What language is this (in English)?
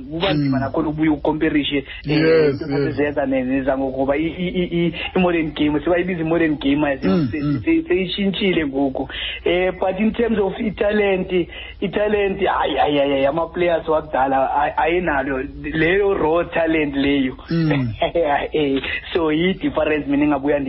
Xhosa